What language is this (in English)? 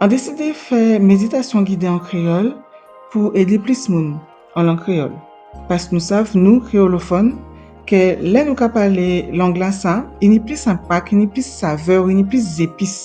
Guadeloupean Creole French